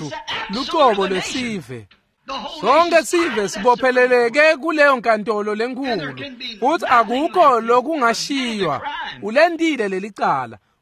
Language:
Swati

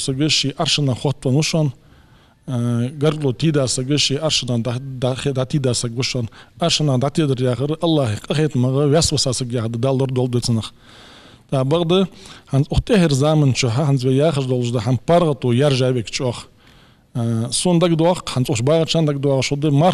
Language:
Ingush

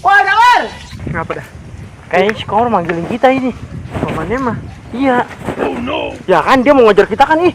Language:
Betawi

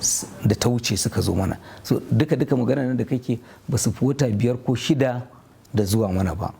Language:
Hausa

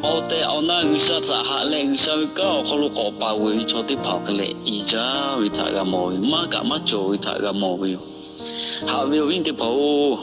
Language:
Lahu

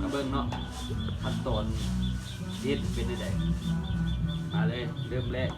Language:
Lao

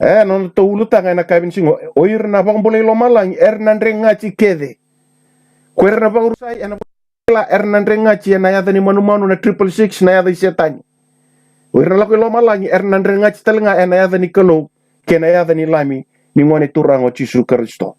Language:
Fijian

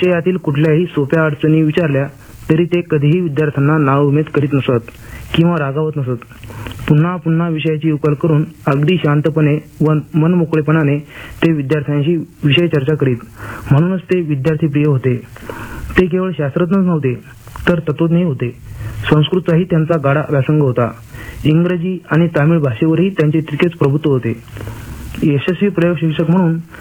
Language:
Marathi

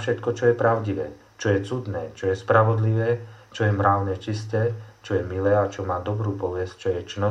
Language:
Slovak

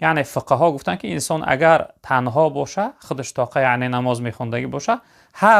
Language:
Tajik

